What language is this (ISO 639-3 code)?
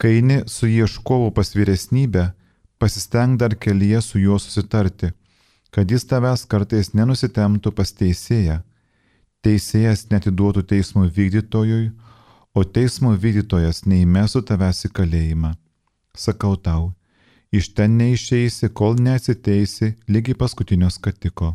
lit